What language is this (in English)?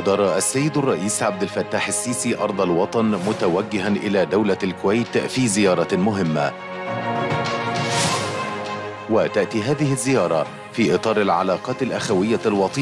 Arabic